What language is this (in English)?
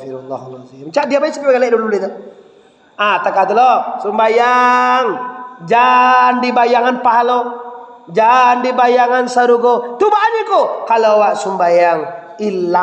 Minangkabau